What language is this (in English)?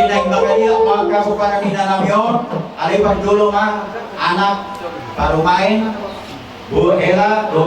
Batak Toba